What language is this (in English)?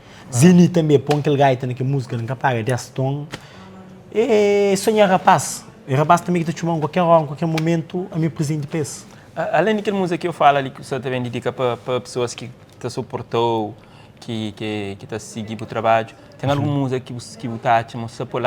Kabuverdianu